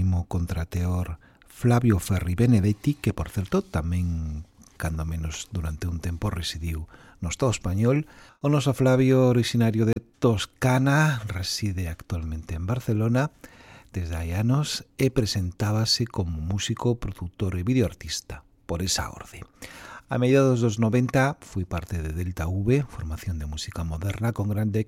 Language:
Galician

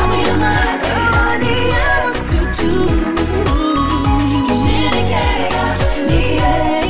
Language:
Swahili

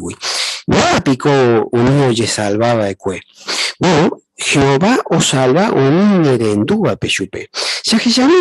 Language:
Guarani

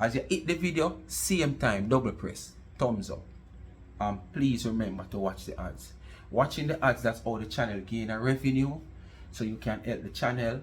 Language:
Jamaican Creole English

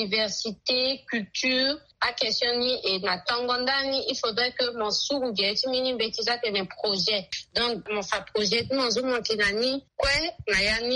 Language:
Sango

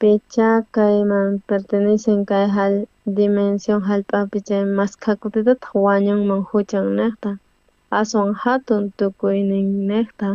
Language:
South Bolivian Quechua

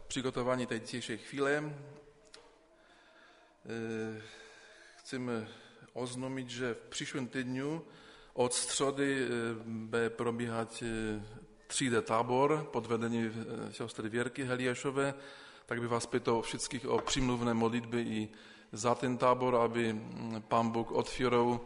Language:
Czech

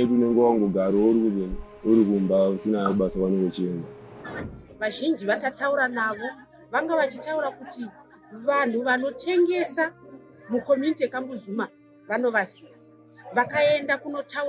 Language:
Shona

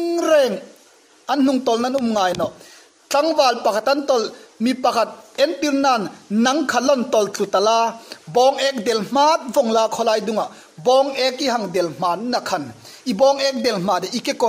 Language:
Hmar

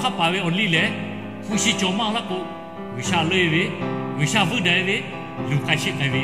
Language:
Lahu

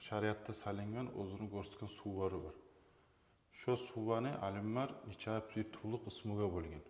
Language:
Kumyk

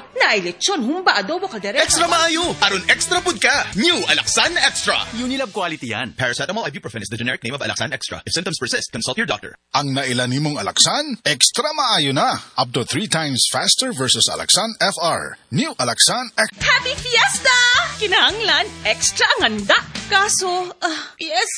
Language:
Cebuano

